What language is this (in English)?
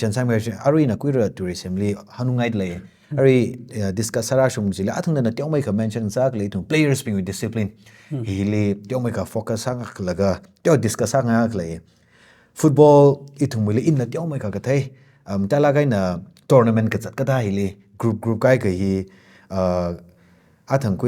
Tangkhul Naga (India)